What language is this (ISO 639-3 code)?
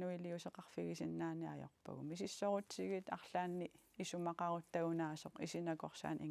kal